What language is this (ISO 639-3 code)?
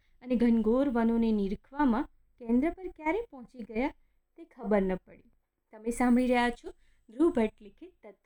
guj